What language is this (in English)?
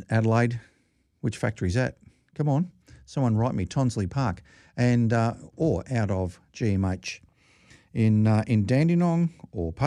English